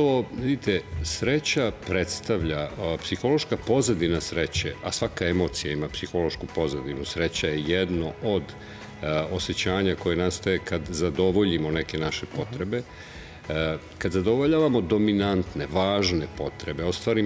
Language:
Serbian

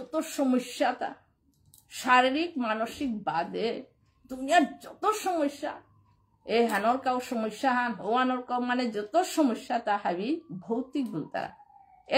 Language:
Bishnupriya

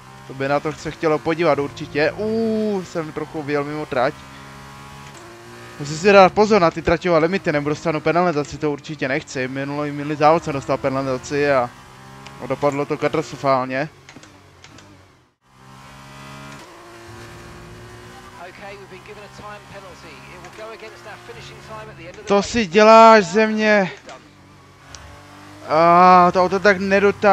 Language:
Czech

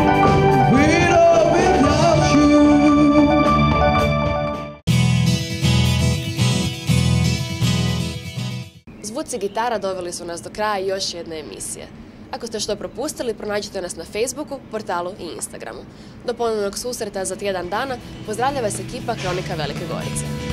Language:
Croatian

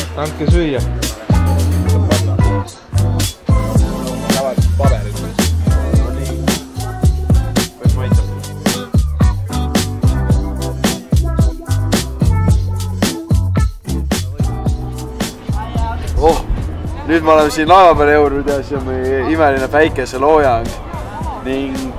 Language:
Estonian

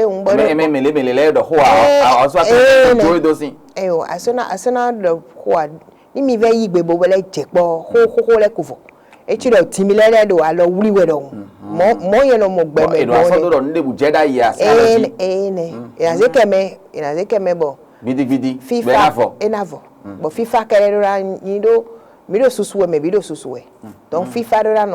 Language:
Fon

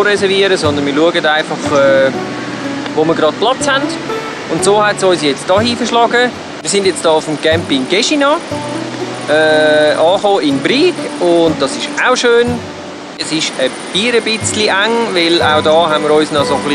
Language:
Swiss German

